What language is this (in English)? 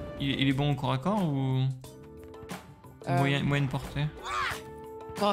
French